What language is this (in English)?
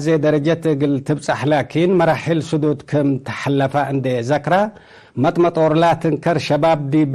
Tigre